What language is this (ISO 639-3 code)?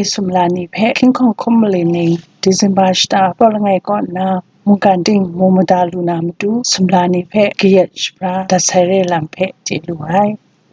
kac